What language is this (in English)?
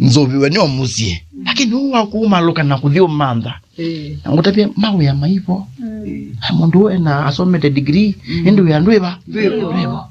Kamba